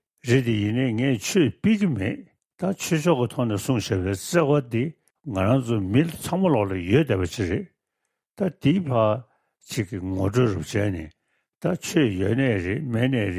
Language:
Tibetan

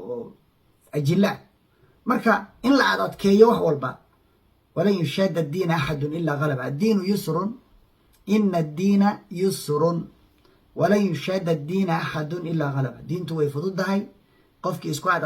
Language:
Somali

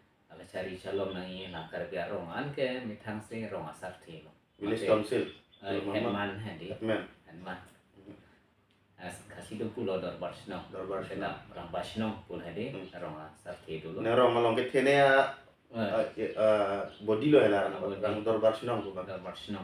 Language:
Karbi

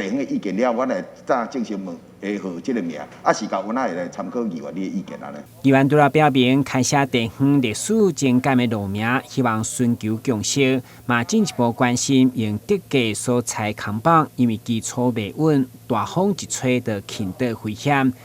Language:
Min Nan Chinese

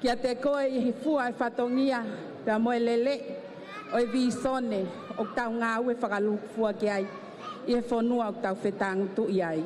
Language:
Tongan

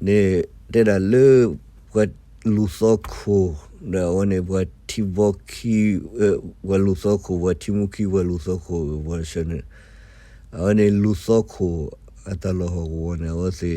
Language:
S'gaw Karen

